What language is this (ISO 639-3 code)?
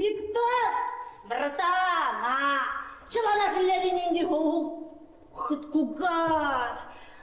chv